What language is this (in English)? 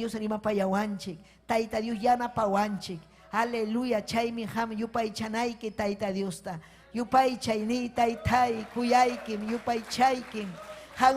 Ayacucho Quechua